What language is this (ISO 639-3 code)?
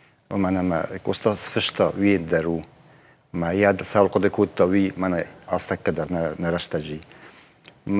oss